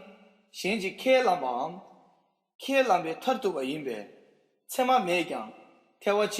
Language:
Tibetan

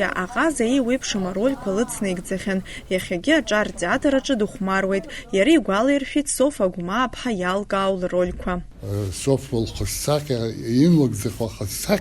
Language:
Abkhazian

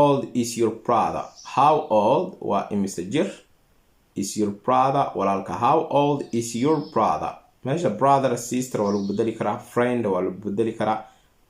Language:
Somali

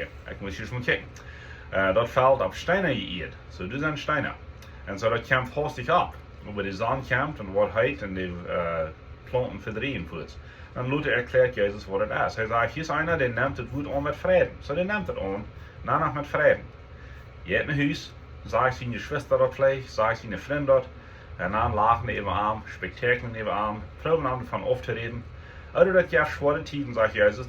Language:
Plautdietsch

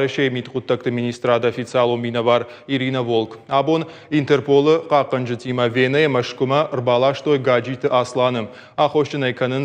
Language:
Ossetic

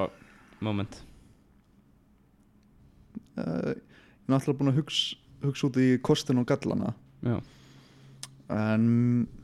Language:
Icelandic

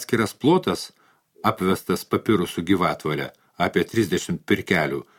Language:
Lithuanian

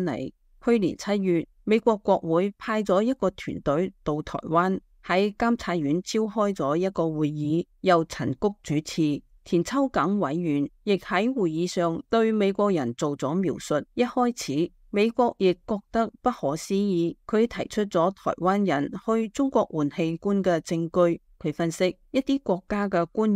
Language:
Cantonese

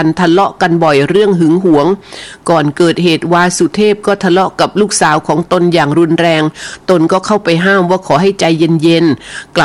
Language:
Thai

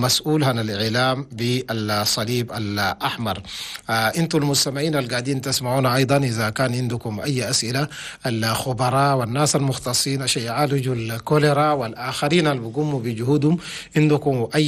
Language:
Chadian Arabic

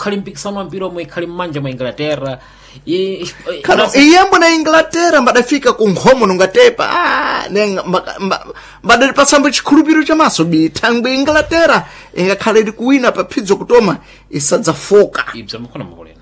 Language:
Sena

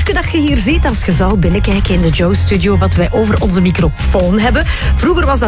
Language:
Dutch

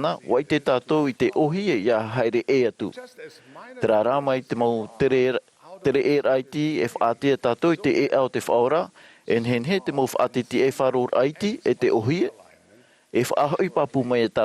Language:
Tahitian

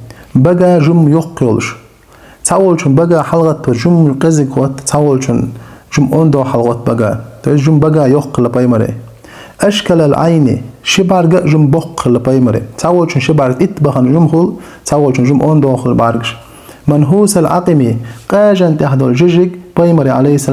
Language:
Chechen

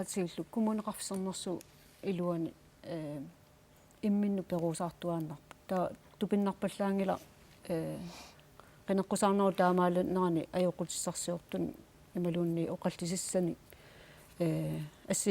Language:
Kalaallisut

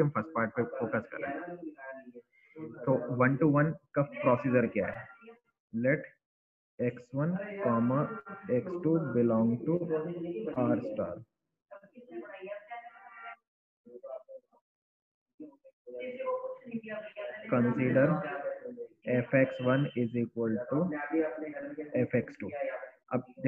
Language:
Hindi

